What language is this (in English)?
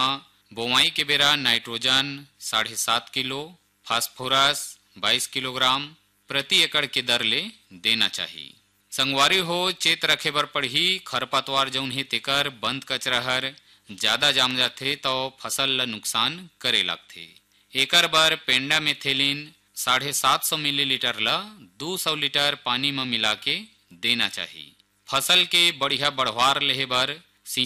Chhattisgarhi